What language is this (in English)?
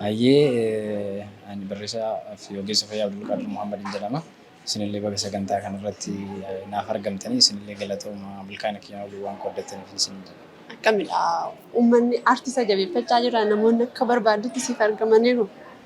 Oromo